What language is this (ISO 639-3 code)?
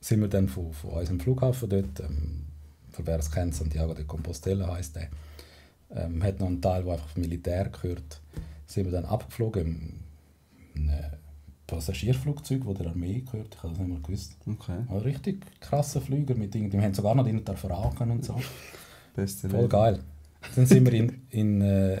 gsw